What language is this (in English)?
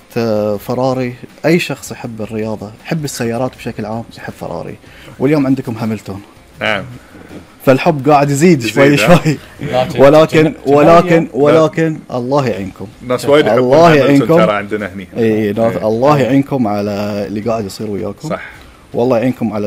Gulf Arabic